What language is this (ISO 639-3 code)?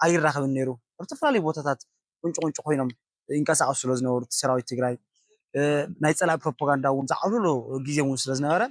tir